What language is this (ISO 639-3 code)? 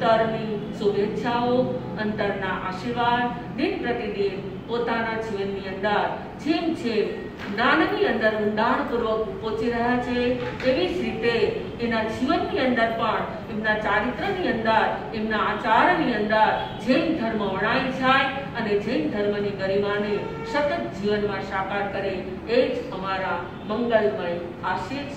guj